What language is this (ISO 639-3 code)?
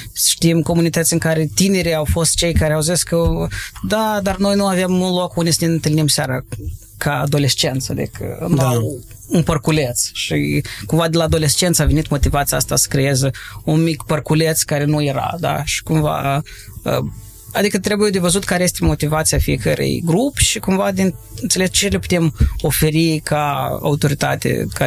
ron